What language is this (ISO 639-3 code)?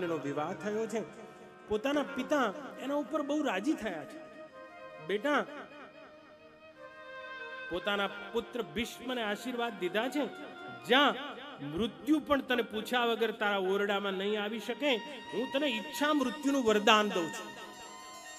guj